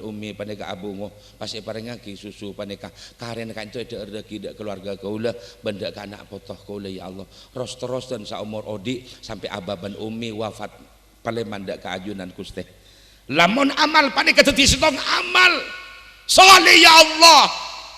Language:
Madurese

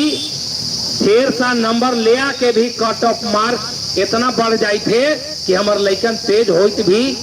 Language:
Magahi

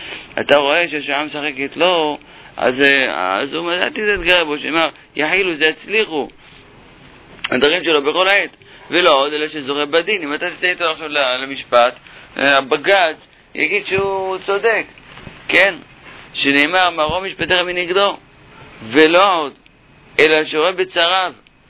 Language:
Hebrew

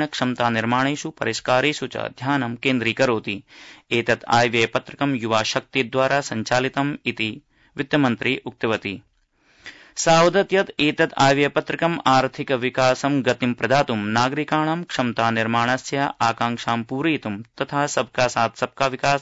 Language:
Sanskrit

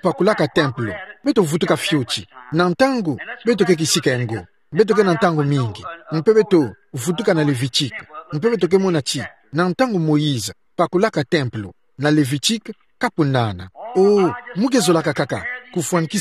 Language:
Kituba (Democratic Republic of Congo)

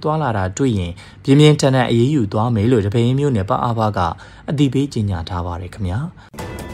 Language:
Burmese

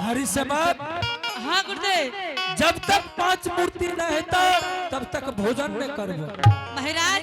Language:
Angika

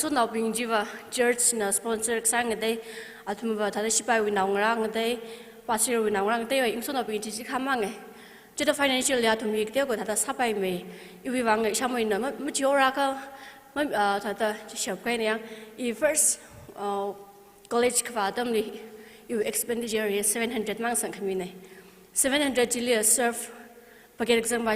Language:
Tangkhul Naga (India)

